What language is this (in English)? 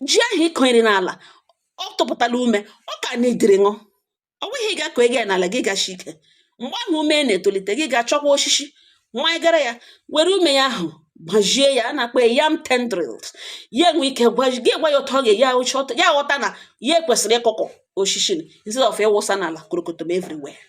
Igbo